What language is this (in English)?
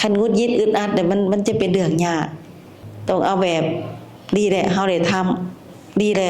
Lao